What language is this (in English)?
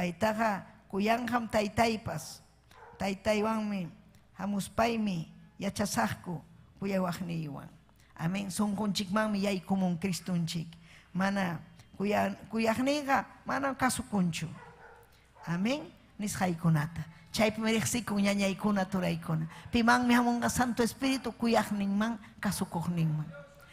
Ayacucho Quechua